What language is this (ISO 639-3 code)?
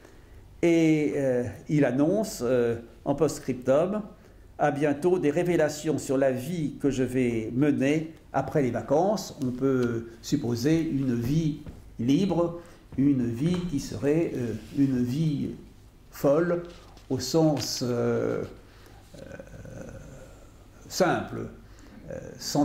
fra